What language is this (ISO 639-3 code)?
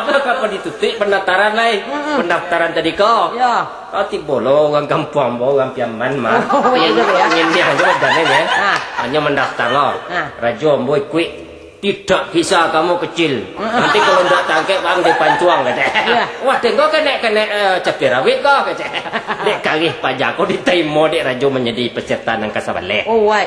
min